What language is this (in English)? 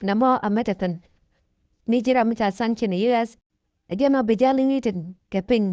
Nuer